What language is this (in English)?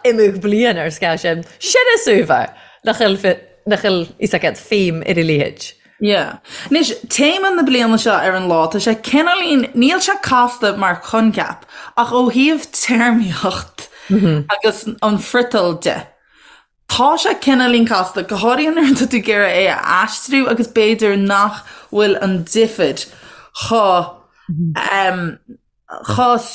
Irish